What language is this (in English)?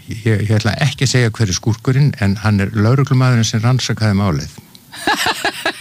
Icelandic